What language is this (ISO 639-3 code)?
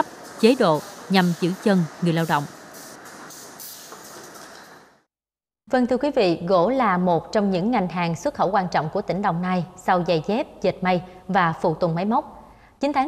vie